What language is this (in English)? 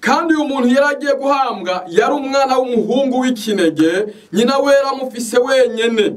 Rundi